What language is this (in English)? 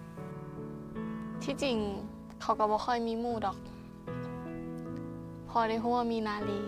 Lao